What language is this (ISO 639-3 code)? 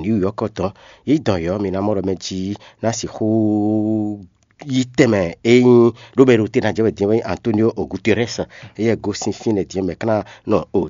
fon